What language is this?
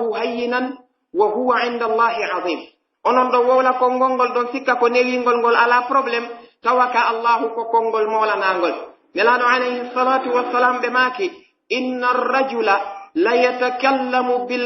Pular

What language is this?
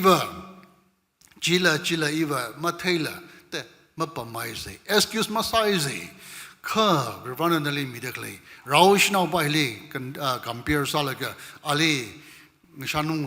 Tangkhul Naga (India)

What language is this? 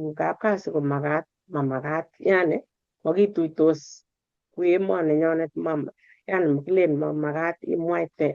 Kalenjin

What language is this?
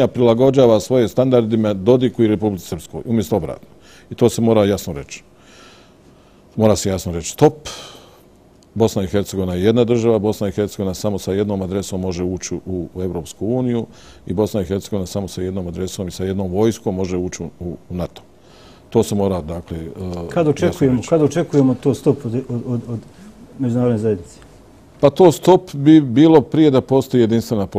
Bosnian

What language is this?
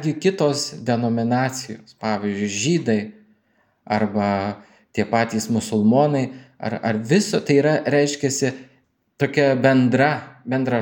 Lithuanian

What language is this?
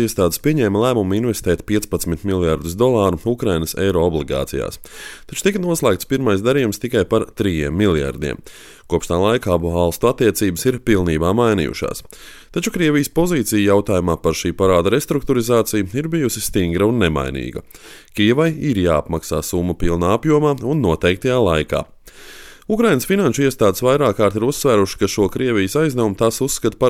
Latvian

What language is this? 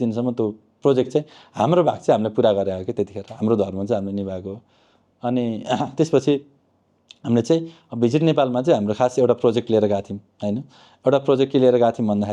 Nepali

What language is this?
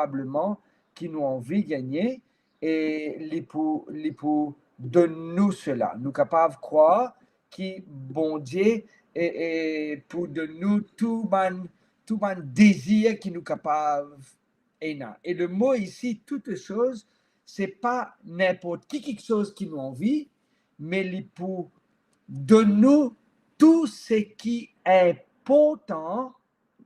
Morisyen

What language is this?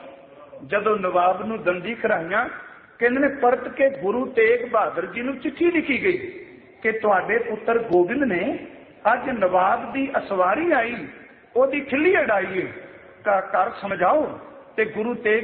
Punjabi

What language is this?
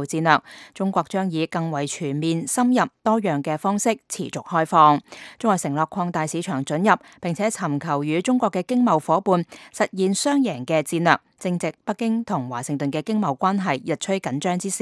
Cantonese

